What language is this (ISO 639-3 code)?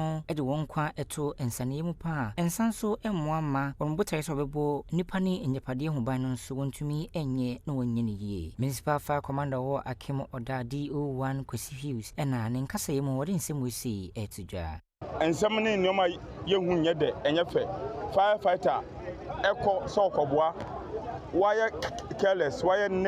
aka